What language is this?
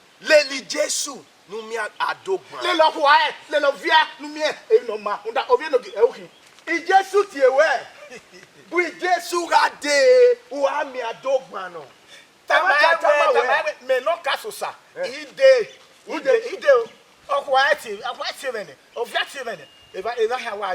Bini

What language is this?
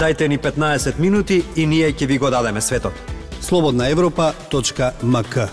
Macedonian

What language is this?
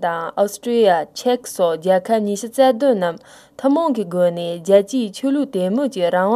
Tibetan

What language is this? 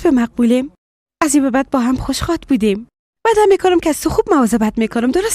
Persian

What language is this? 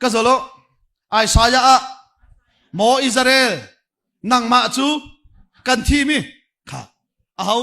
Hakha Chin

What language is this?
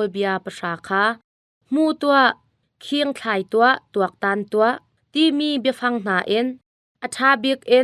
Hakha Chin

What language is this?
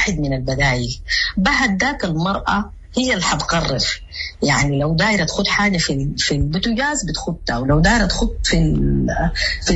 Sudanese Arabic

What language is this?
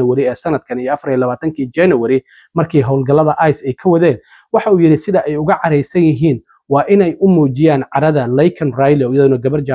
Somali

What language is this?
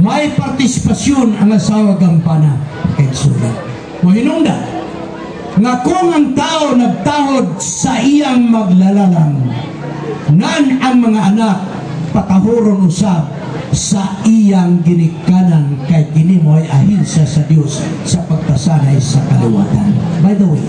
Cebuano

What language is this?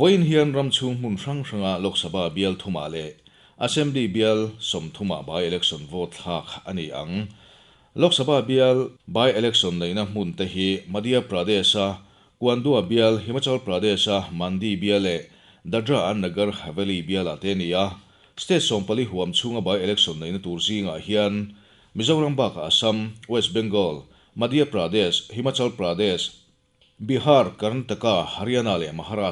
Mizo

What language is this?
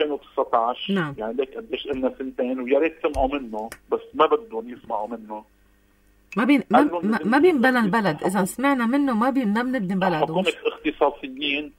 North Levantine Arabic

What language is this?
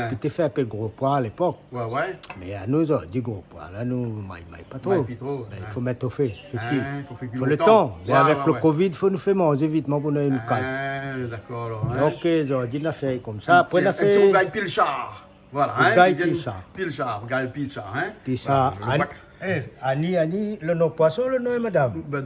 Réunion Creole French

